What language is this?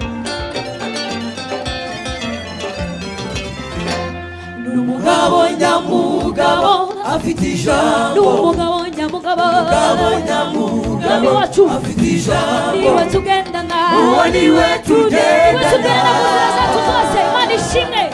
Kinyarwanda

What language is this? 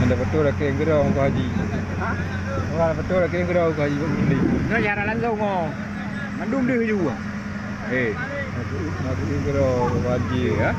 Achinese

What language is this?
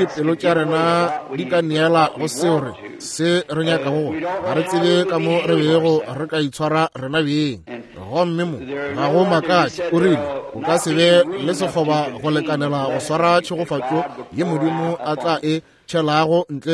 Northern Sotho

